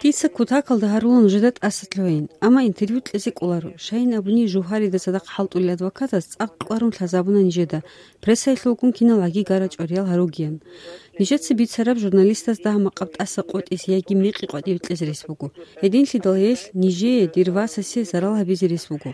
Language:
Avaric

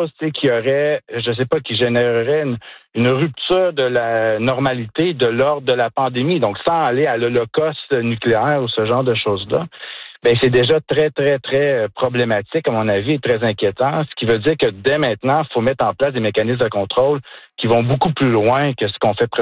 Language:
French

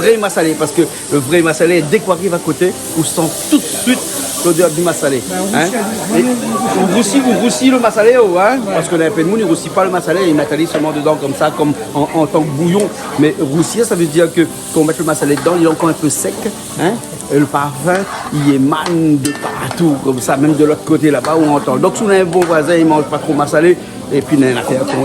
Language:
Réunion Creole French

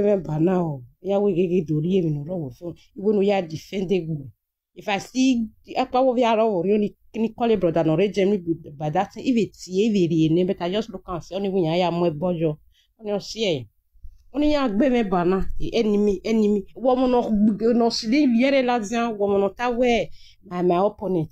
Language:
Nigerian Pidgin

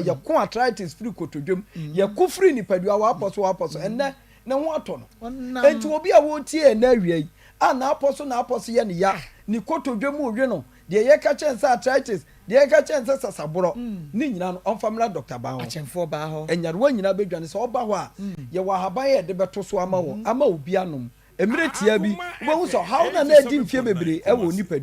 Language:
Akan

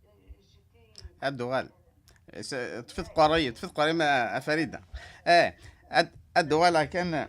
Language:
Kabyle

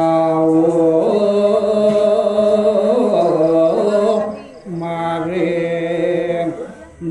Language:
Balinese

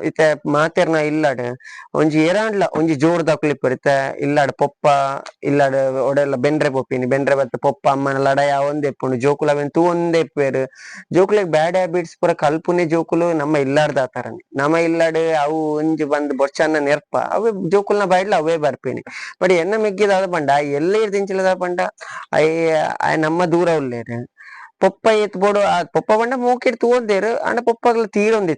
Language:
Tulu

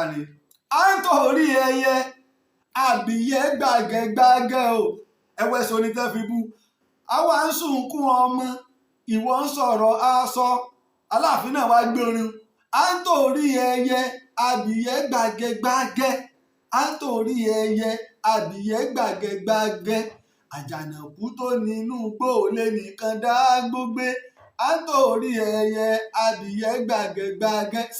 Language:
Yoruba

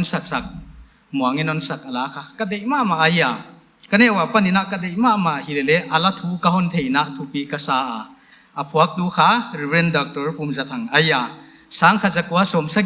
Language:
Paite Chin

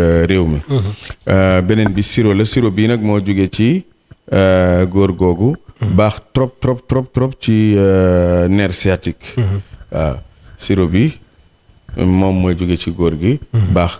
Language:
Wolof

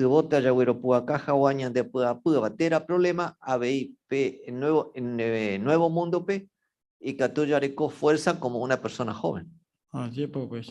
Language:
Guarani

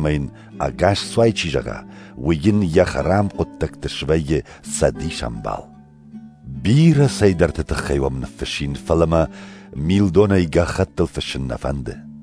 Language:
Ossetic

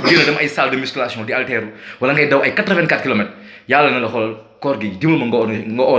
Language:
Wolof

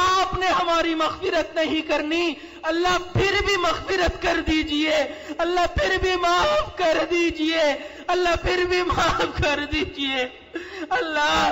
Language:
Urdu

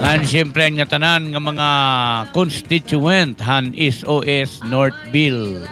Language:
Waray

